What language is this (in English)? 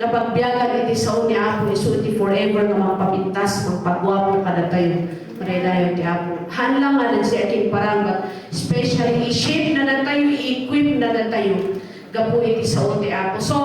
Iloko